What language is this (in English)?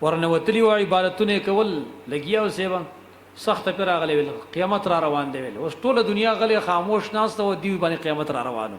Pashto